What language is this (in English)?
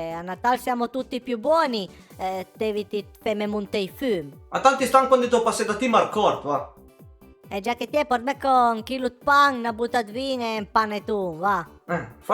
Piedmontese